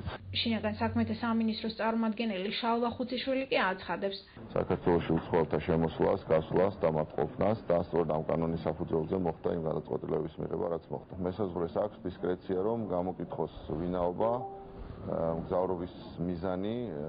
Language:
Georgian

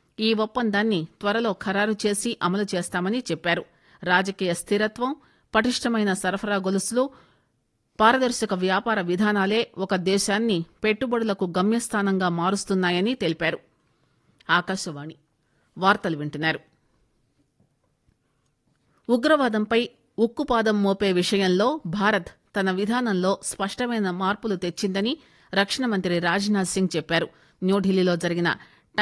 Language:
Telugu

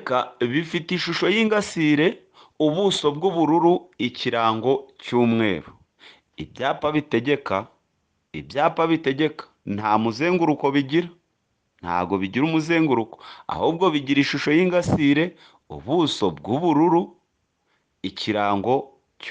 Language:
Kinyarwanda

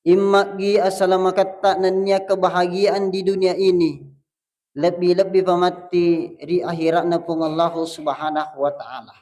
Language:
Buginese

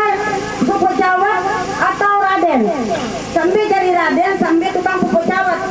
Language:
Sasak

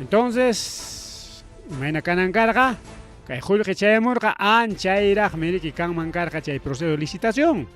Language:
Ayacucho Quechua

